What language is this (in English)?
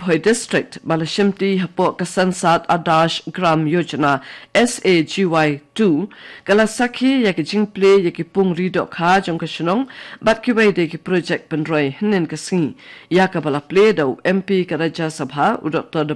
Khasi